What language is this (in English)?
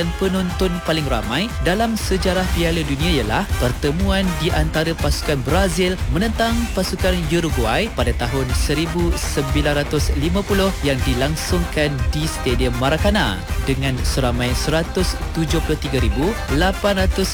Malay